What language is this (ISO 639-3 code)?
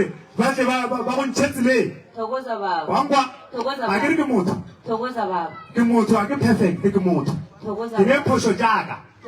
nso